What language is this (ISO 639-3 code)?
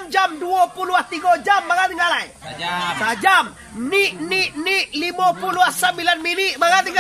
min